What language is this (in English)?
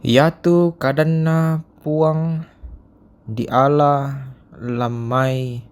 Toraja-Sa'dan